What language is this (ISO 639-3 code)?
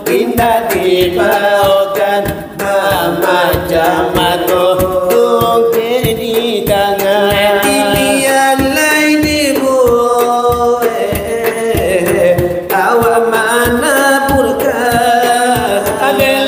min